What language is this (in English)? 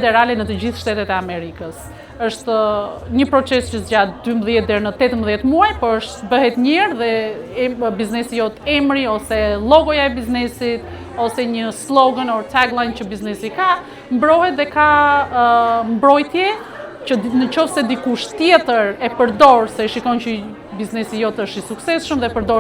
Albanian